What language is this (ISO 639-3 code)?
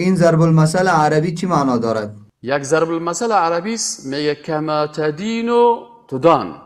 fas